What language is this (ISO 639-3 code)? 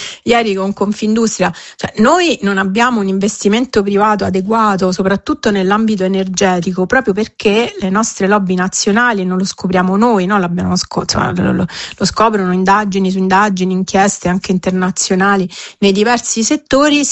ita